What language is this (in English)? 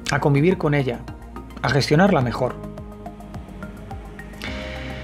Spanish